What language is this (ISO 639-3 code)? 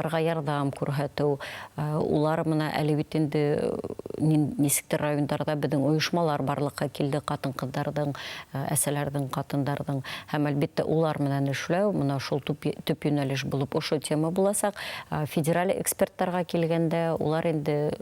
bak